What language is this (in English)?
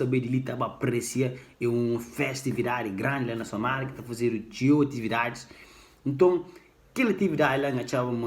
Kabuverdianu